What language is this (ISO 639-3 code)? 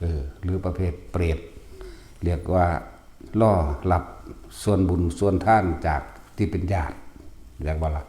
tts